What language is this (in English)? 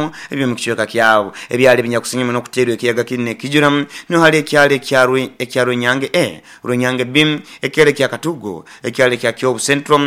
Nyoro